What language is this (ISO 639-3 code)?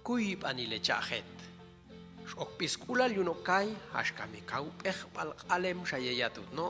jac